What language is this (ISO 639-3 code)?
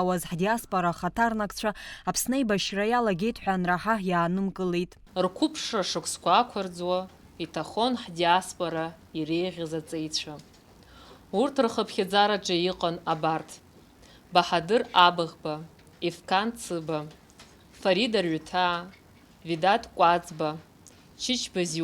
abk